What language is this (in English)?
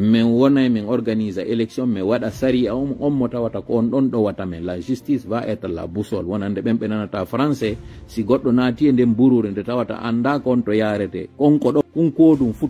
Fula